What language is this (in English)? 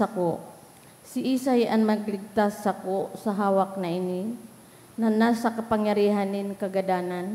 Bikol